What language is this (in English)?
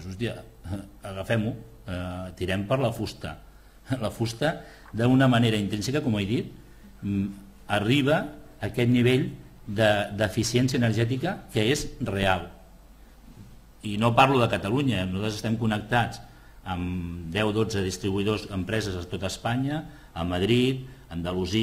Catalan